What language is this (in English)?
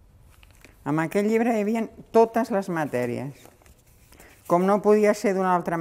Catalan